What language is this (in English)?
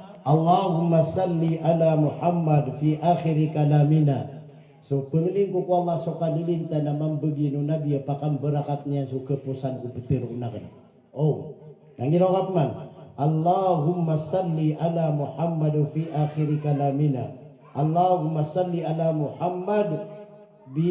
Maranao